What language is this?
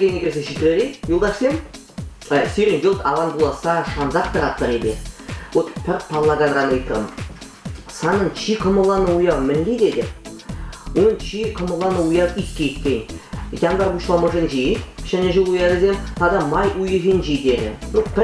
Chuvash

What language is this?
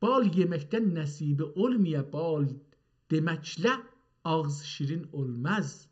South Azerbaijani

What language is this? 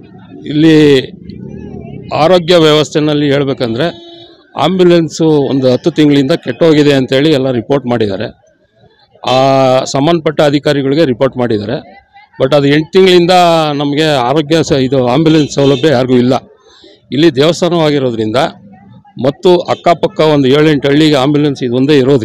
Kannada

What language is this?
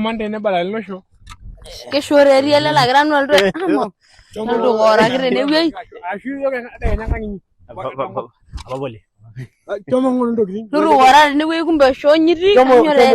Masai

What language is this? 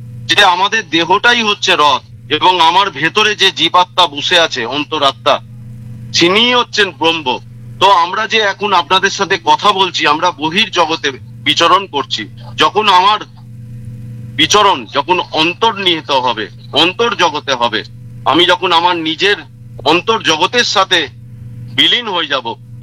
Bangla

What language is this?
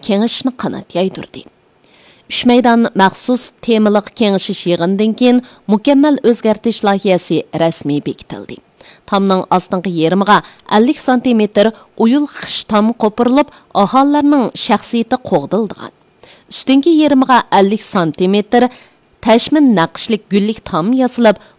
Uyghur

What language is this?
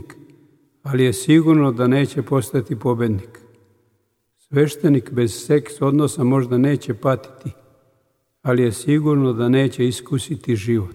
Serbian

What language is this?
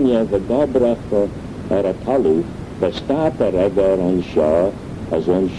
Manx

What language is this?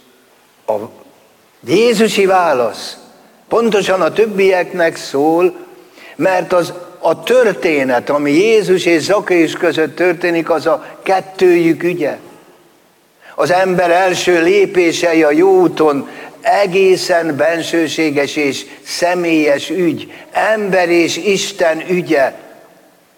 Hungarian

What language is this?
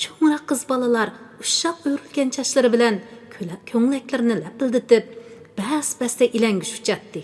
Uyghur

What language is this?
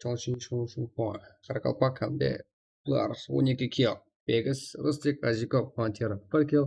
Kara-Kalpak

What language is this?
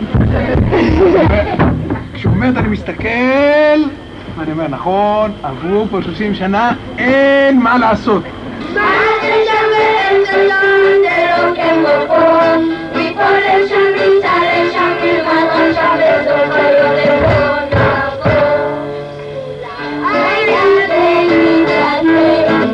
Hebrew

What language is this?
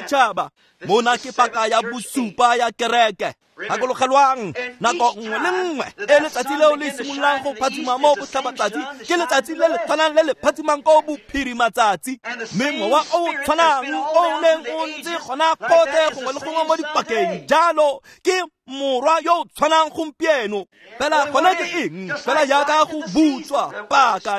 Tswana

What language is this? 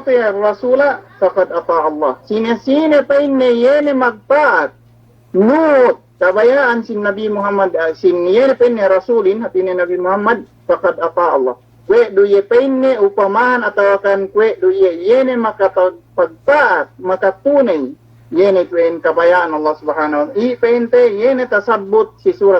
Yakan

